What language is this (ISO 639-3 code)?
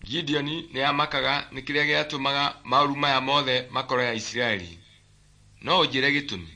kik